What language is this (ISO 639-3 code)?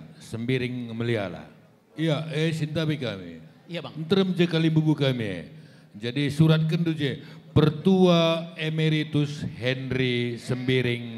btx